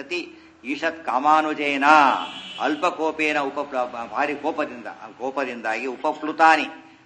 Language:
Kannada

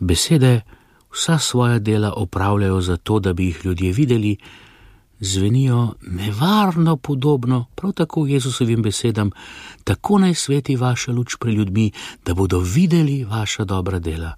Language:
Slovenian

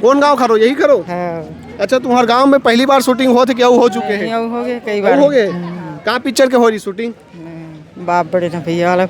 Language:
Chhattisgarhi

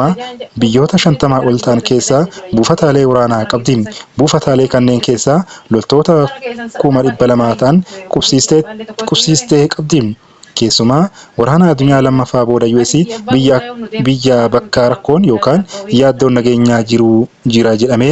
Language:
Oromo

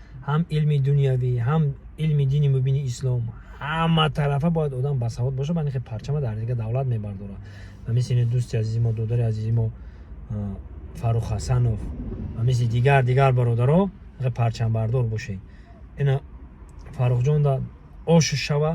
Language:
Tajik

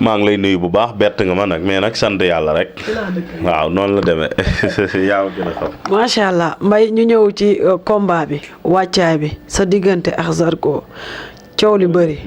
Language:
Wolof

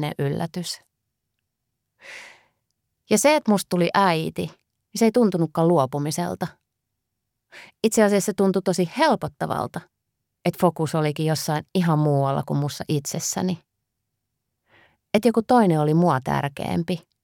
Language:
Finnish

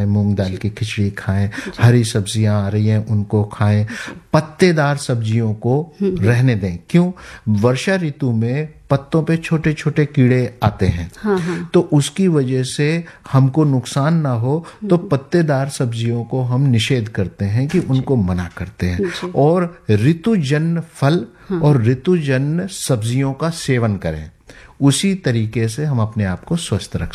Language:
Hindi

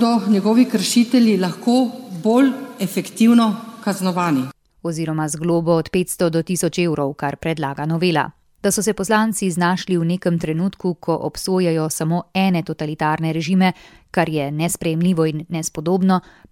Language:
Slovenian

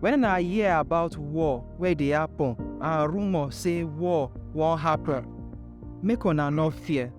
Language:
Nigerian Pidgin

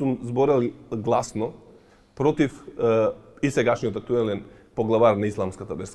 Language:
Macedonian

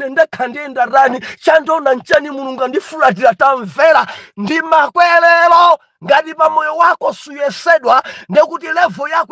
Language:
Nyanja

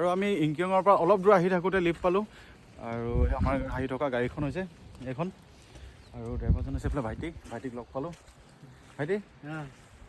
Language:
Assamese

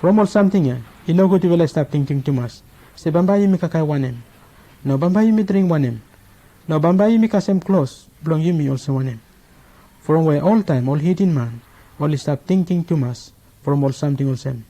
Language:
Bislama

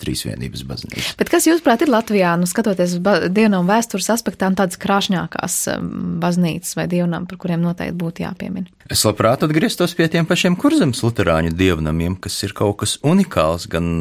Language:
Latvian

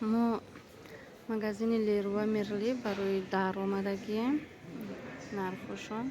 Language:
Tajik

